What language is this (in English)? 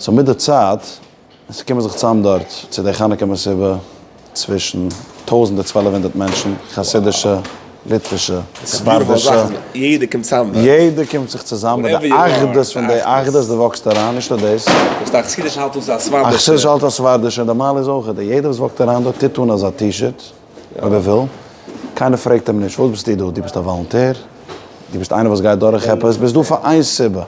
Yiddish